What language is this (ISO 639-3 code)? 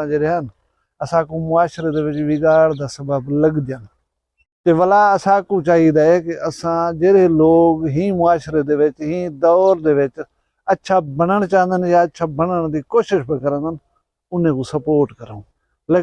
skr